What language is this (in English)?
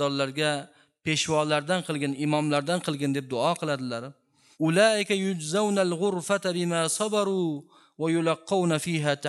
Uzbek